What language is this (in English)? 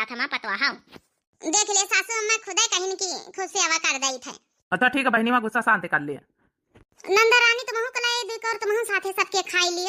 Awadhi